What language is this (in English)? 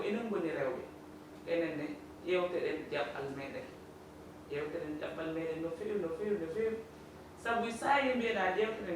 Fula